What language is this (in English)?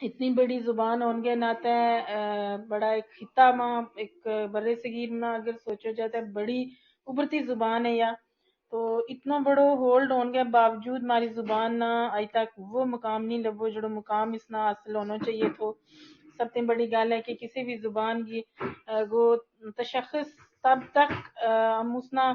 Gujari